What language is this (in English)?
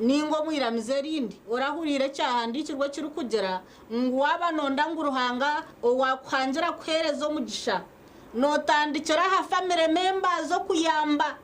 Nyankole